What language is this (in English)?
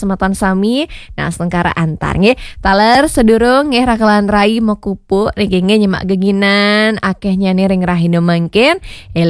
Balinese